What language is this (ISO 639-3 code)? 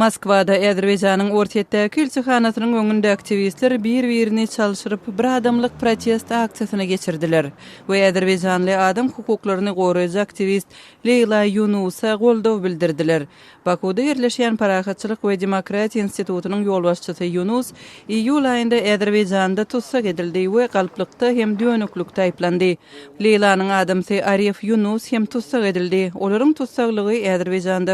tuk